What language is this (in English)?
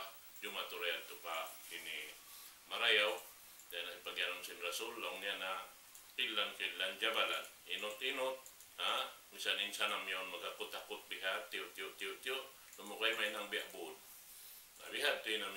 Tausug